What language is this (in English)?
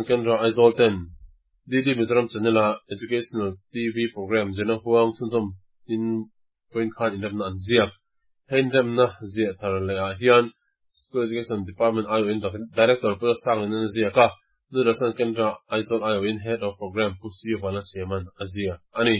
Mizo